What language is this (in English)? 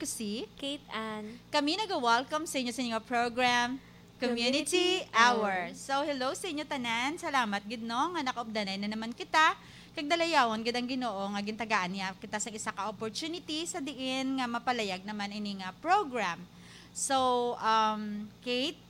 Hiligaynon